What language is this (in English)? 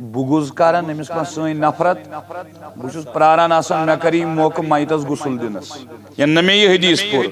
Kashmiri